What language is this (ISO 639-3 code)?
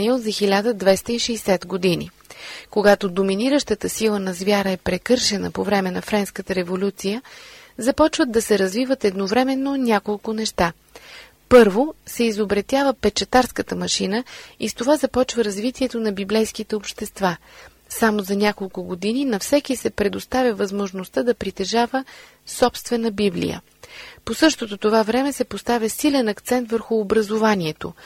bul